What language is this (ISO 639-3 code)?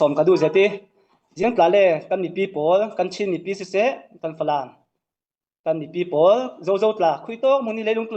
cfm